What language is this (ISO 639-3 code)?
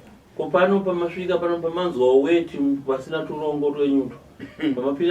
sna